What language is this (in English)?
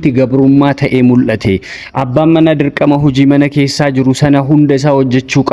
Oromo